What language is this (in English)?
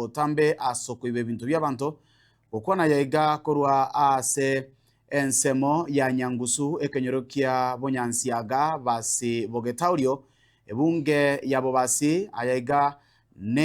Gusii